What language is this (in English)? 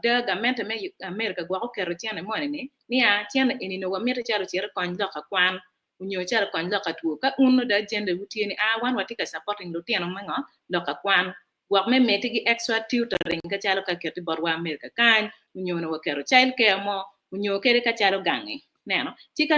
Acoli